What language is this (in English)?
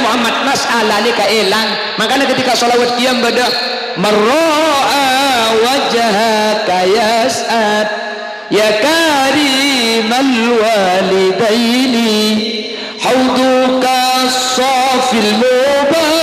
Madurese